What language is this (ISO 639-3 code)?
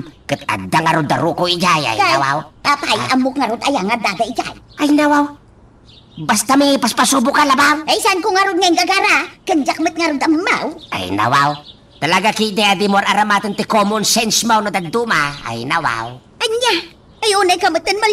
ilo